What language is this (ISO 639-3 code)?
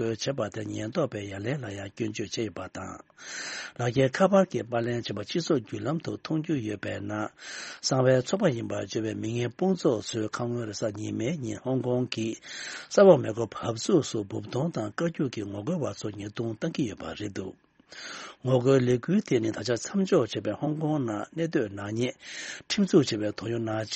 bod